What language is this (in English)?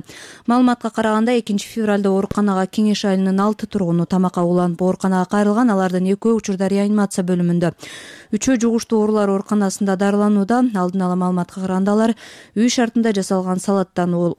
Kyrgyz